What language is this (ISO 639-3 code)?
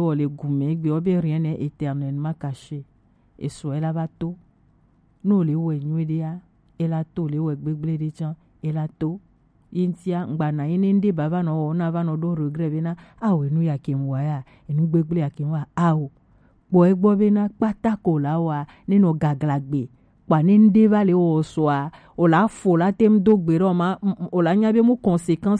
gej